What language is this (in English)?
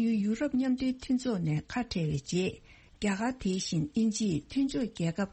Tibetan